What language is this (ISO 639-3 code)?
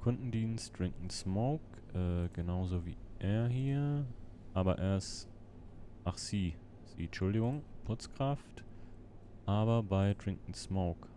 gsw